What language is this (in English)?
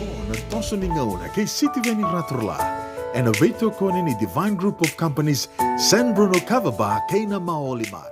Fijian